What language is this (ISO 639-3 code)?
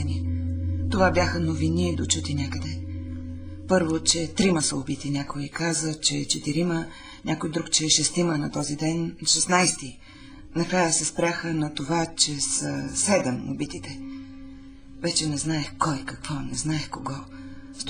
bul